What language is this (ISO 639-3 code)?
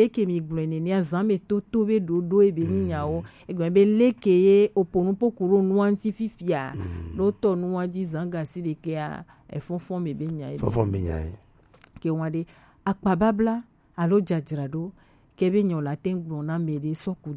gej